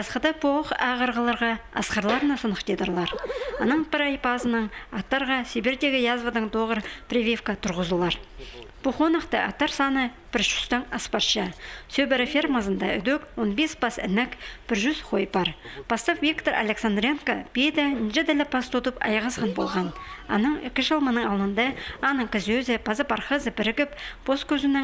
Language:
Khakas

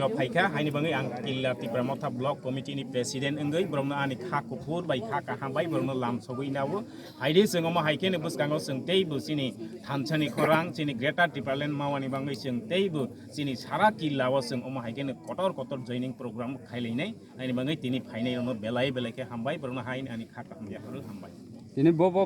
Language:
Kok Borok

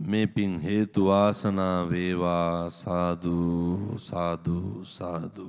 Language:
Sinhala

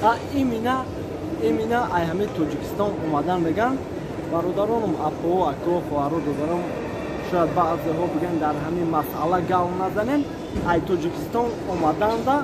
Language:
Tajik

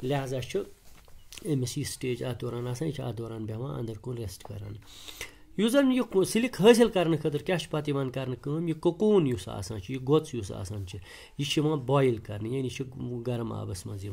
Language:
Kashmiri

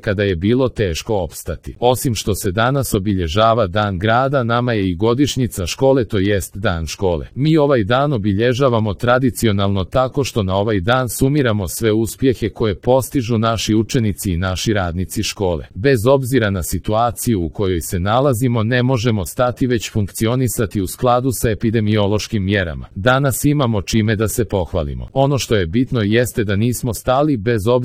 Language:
Serbian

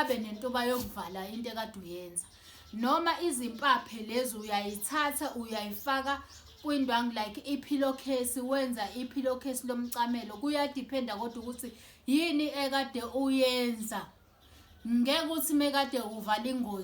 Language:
Zulu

